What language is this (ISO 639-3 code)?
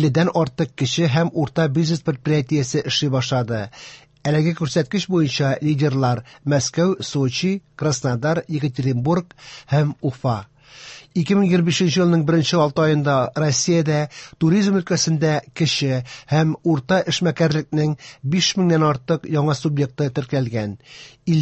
tat